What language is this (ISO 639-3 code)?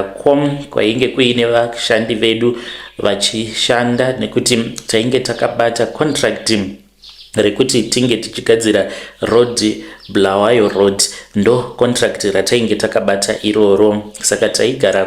sna